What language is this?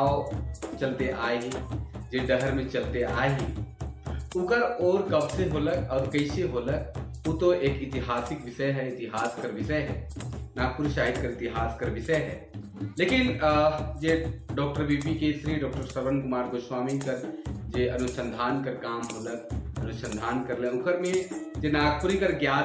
Sadri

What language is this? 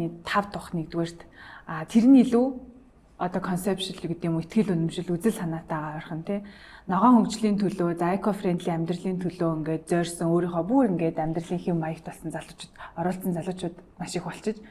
Mongolian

